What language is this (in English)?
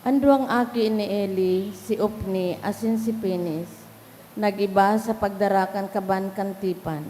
Bikol